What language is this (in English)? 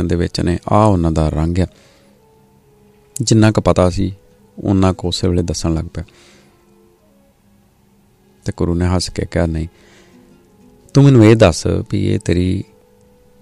Punjabi